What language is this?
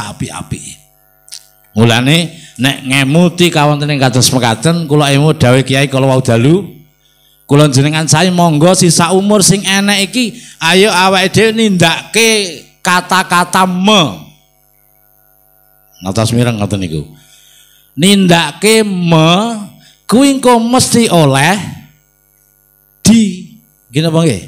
Javanese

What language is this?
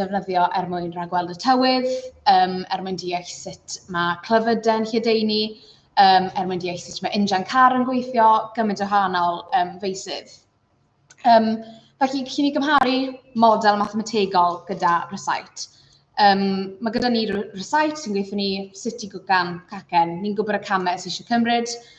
Welsh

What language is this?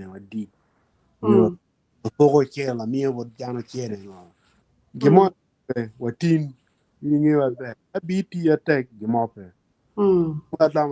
Acoli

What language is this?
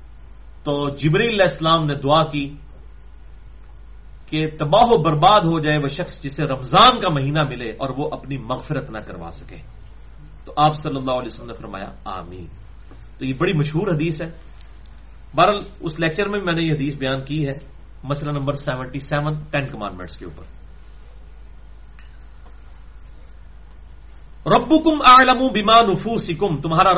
Urdu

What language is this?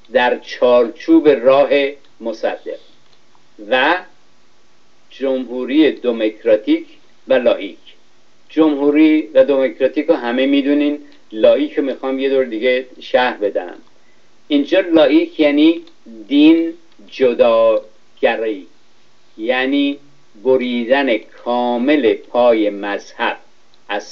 Persian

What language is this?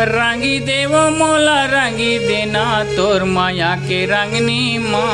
Chhattisgarhi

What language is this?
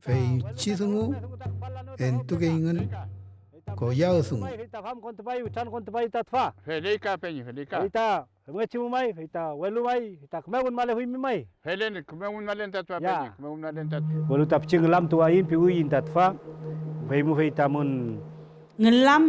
Mapuche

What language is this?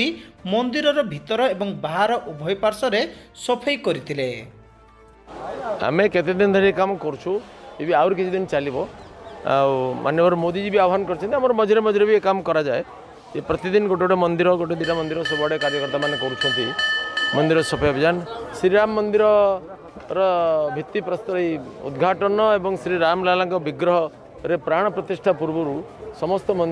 Odia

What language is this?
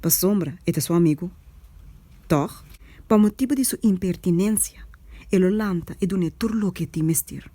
Papiamento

